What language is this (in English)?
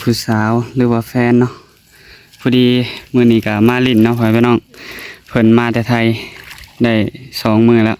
Northeastern Thai